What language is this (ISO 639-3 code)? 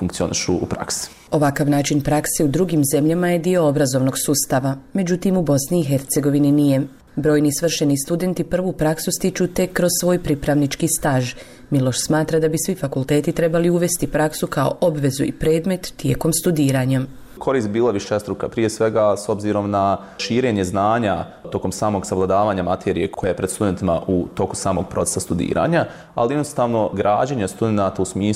bos